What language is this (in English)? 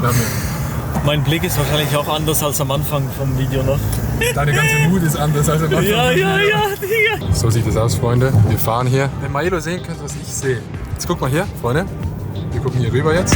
Swiss German